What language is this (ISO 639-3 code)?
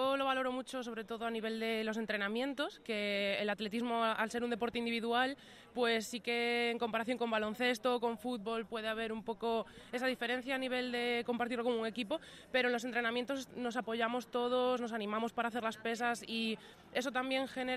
spa